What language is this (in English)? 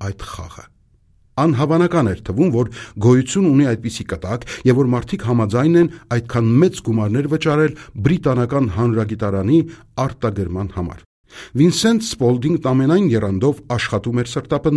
Armenian